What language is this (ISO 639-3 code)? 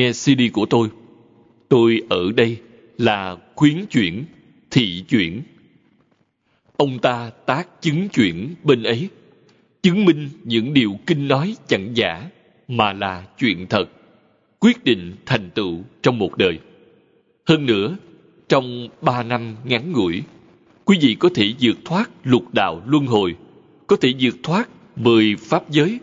vie